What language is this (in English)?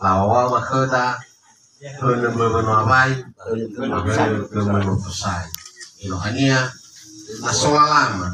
Nias